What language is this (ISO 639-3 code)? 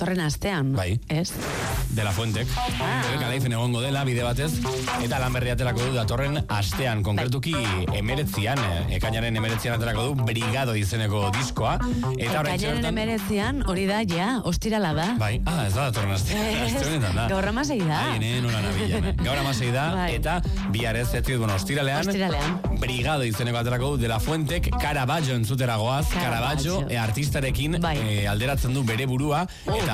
eus